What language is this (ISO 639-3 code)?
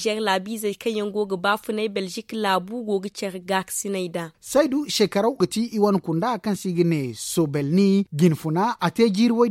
dje